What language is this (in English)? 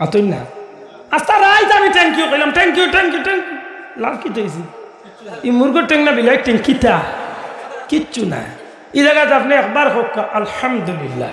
Sylheti